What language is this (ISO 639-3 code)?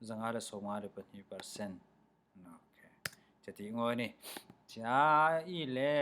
cfm